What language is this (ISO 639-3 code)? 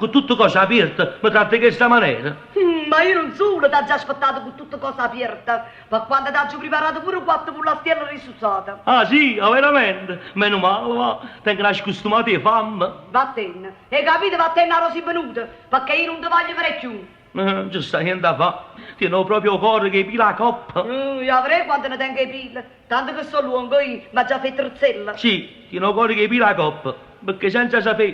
nap